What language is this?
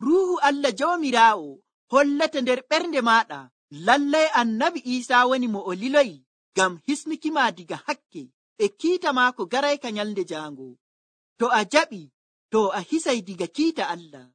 Nigerian Fulfulde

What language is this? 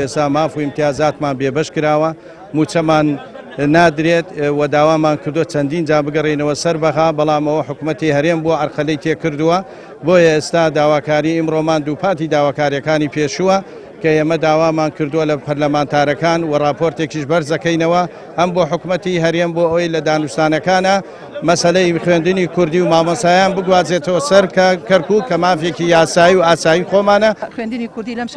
Central Kurdish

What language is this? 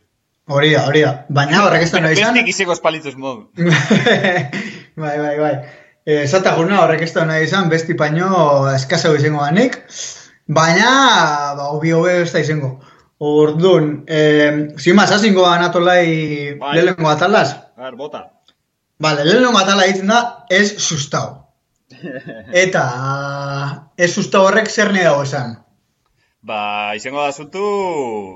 Basque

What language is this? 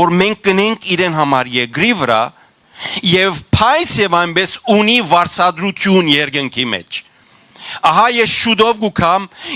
Western Armenian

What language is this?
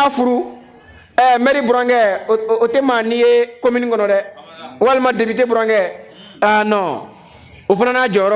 Bambara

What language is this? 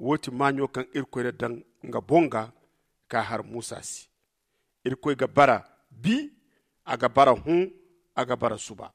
Zarma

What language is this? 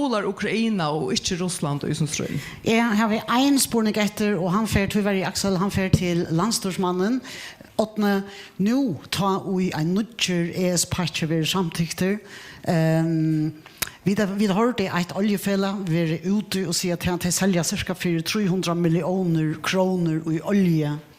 Faroese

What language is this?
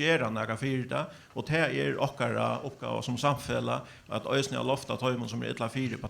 Faroese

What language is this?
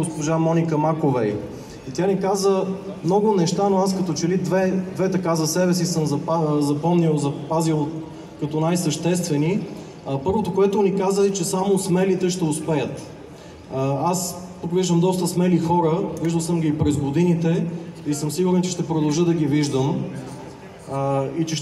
Bulgarian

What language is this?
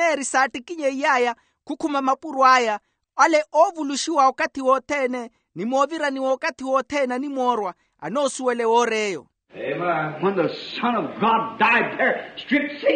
Makhuwa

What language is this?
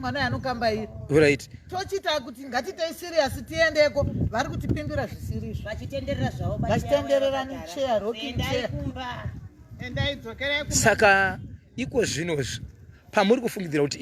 Shona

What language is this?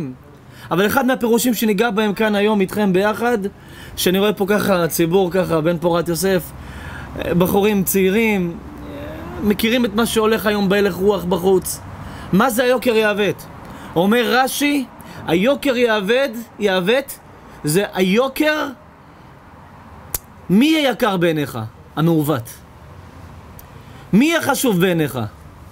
Hebrew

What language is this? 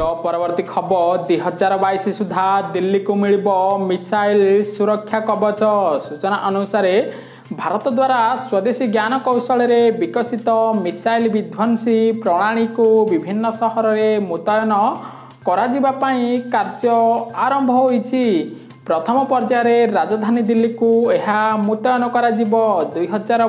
Odia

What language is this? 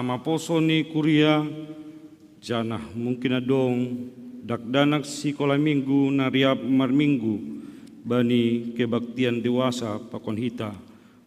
Batak Simalungun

